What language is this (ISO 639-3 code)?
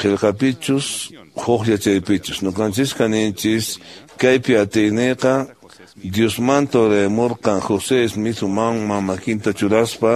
que